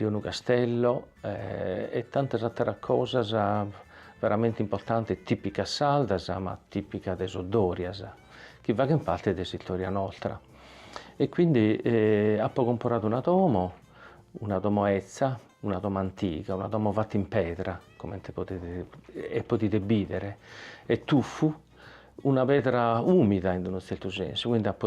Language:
Sardinian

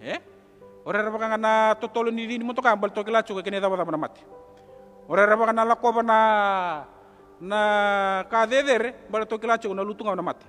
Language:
Fijian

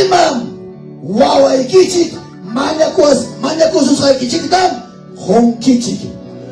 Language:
Ayacucho Quechua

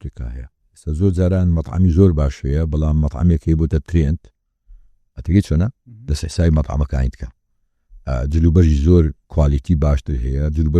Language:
Central Kurdish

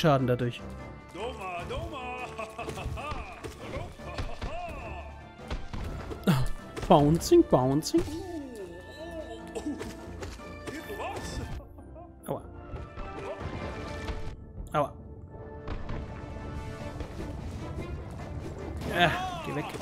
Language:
German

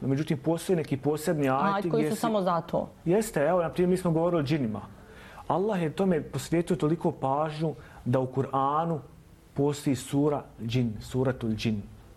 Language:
Bosnian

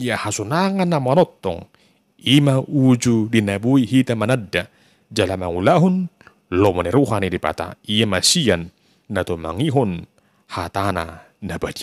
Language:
Batak Toba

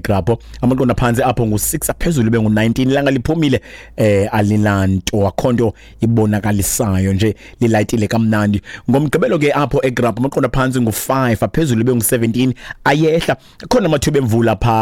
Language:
Xhosa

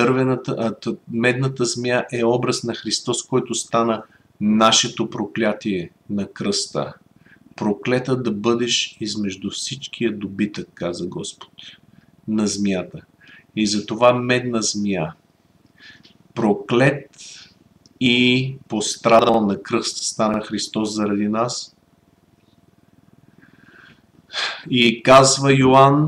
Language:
Bulgarian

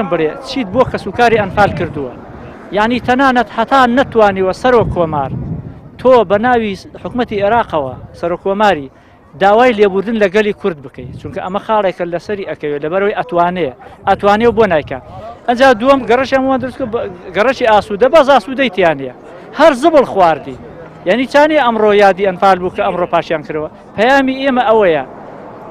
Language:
Central Kurdish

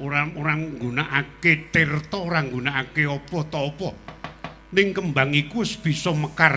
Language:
Javanese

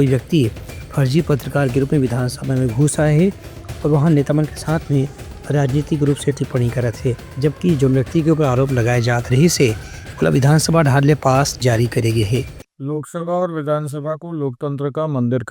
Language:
Chhattisgarhi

